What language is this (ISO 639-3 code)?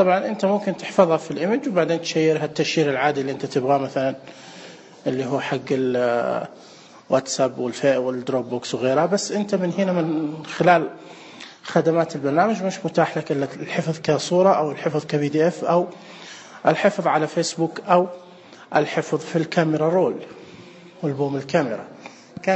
ars